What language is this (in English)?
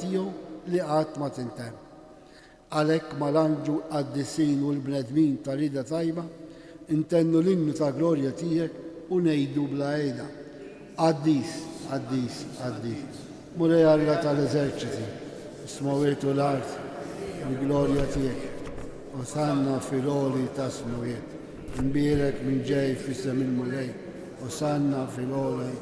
Maltese